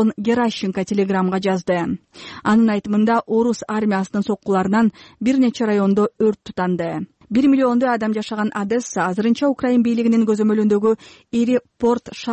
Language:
Kyrgyz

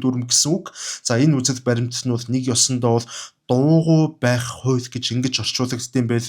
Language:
Mongolian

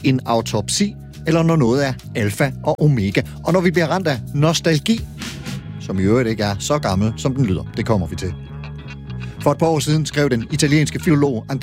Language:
Danish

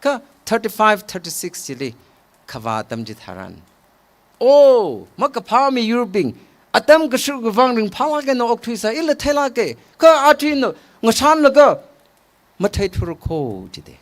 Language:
Tangkhul Naga (India)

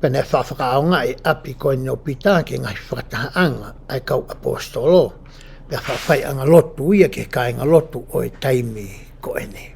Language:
Tongan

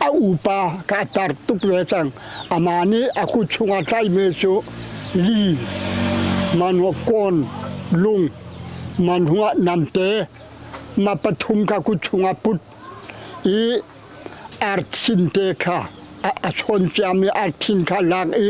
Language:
Hakha Chin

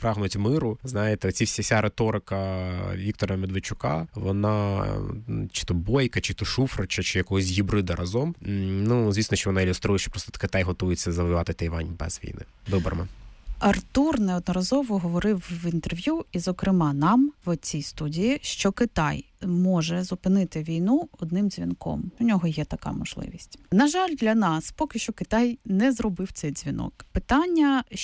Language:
Ukrainian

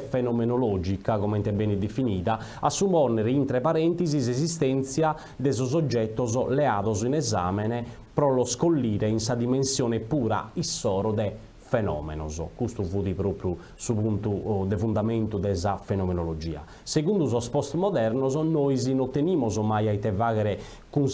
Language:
Sardinian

